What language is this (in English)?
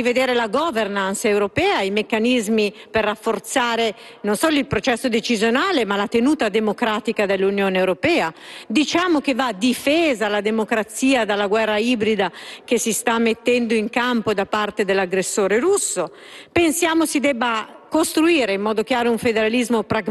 Italian